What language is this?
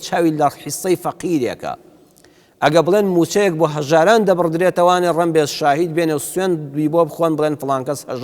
Central Kurdish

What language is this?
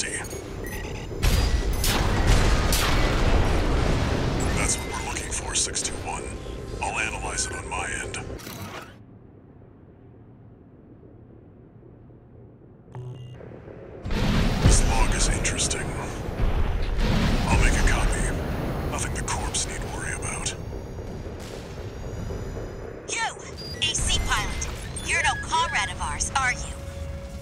English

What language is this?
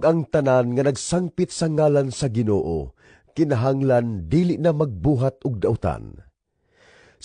Cebuano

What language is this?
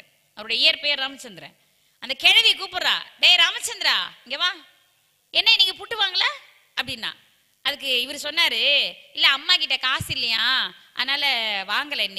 Tamil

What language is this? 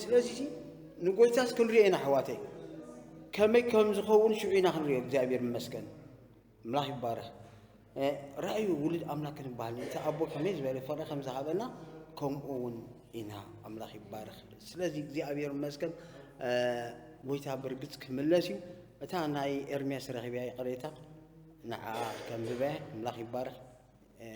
Tigrinya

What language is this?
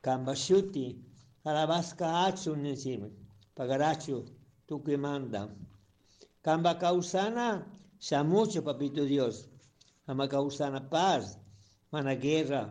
Chimborazo Highland Quichua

